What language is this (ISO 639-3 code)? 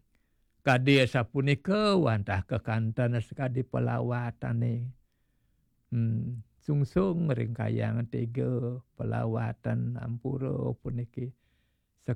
ban